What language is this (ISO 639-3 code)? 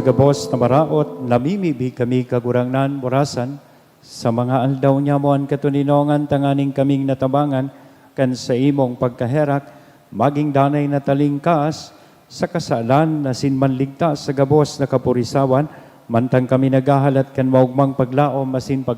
bik